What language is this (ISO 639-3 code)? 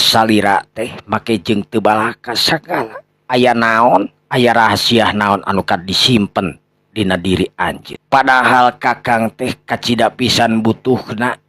sun